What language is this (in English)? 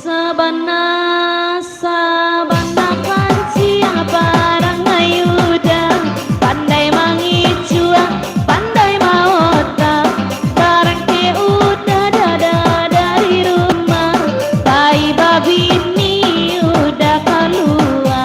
Minangkabau